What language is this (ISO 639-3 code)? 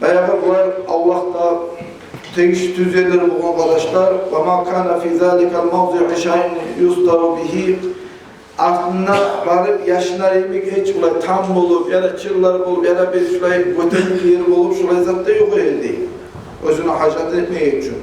kum